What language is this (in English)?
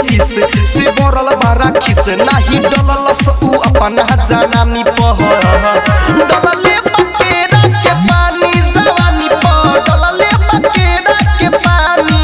Bhojpuri